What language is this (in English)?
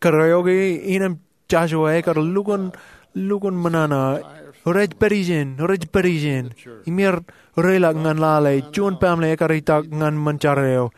Marshallese